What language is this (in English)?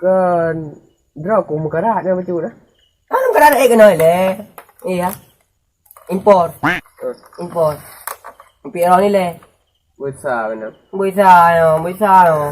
Achinese